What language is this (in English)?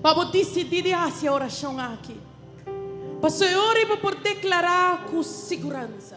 Papiamento